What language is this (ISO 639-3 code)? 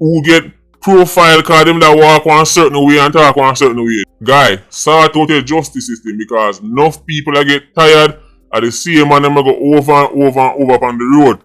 jam